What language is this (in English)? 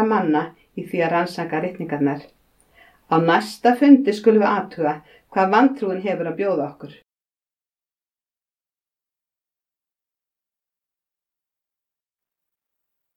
Icelandic